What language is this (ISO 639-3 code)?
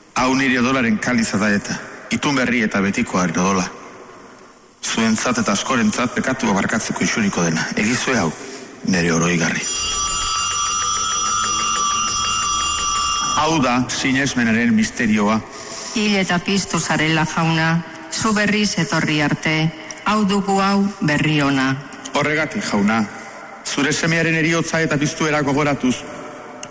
eus